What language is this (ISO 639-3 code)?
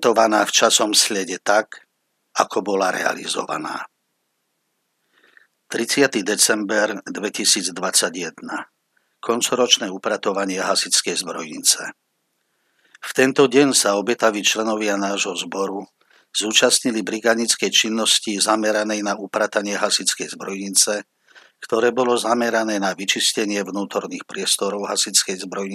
slk